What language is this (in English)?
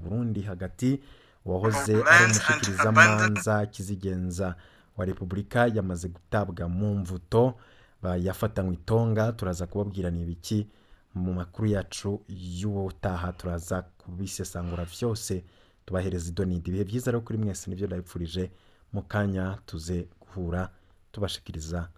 Rundi